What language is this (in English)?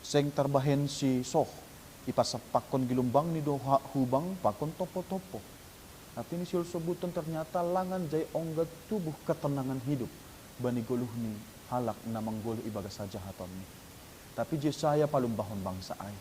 Batak Simalungun